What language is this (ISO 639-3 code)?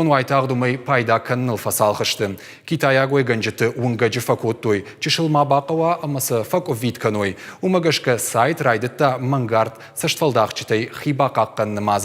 oss